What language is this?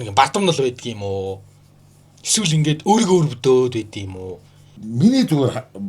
Mongolian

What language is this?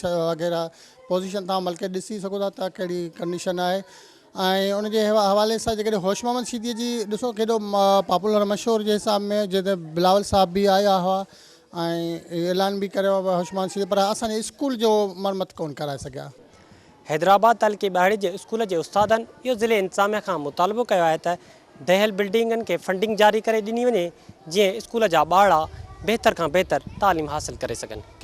Sindhi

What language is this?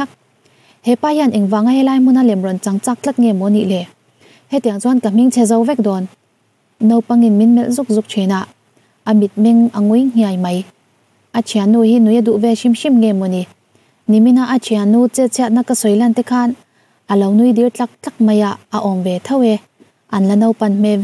Mizo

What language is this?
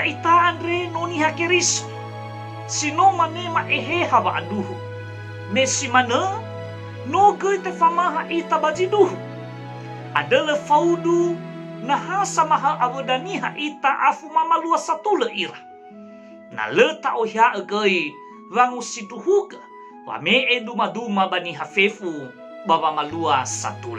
Nias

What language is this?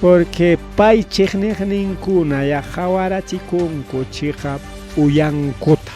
Ayacucho Quechua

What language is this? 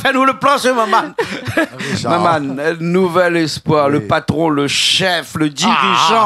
Réunion Creole French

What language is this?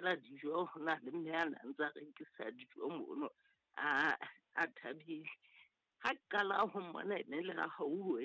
Southern Sotho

